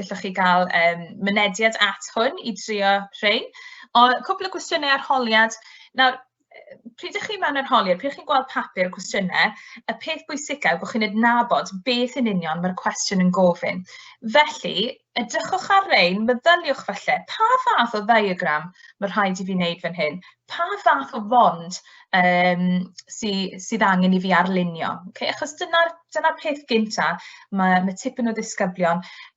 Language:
Welsh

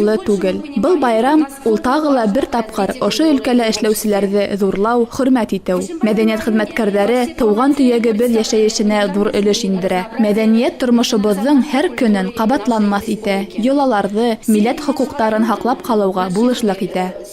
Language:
Bashkir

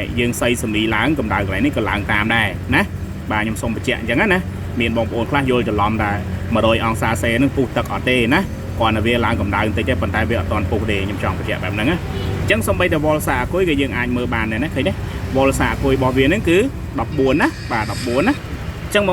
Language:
Khmer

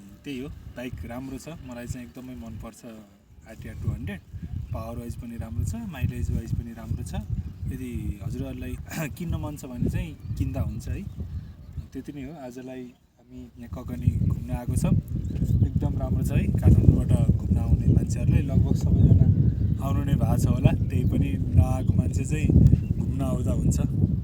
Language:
Nepali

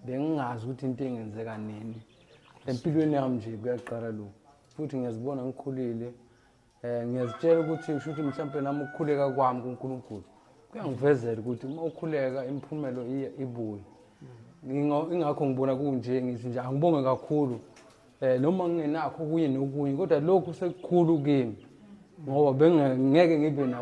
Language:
Zulu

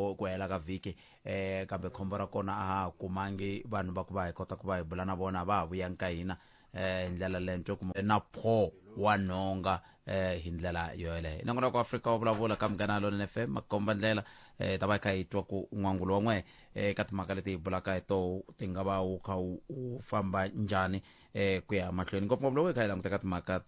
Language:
Tsonga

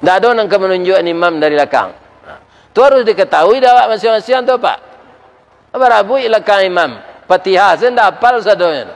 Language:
Minangkabau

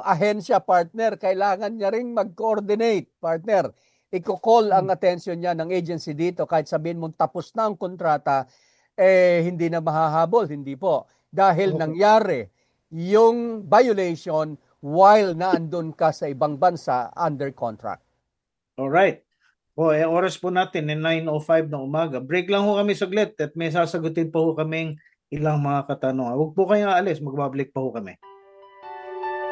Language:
Filipino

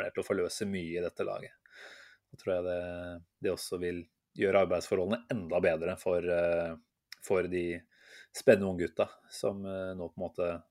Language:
Norwegian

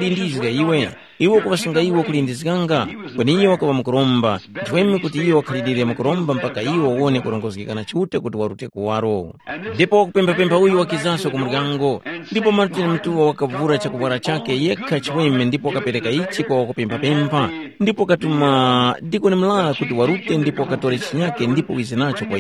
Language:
Tumbuka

